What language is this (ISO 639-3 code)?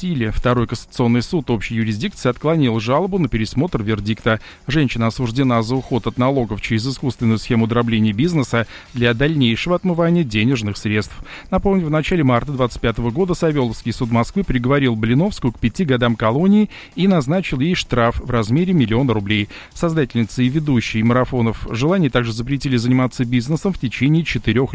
rus